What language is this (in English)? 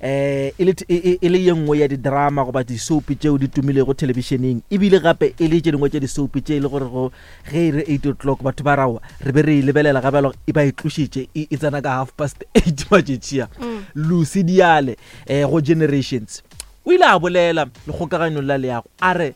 Northern Sotho